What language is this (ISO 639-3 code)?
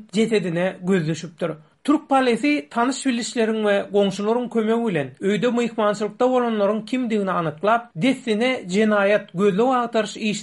tuk